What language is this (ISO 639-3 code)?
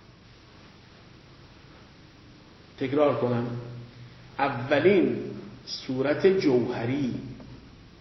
fas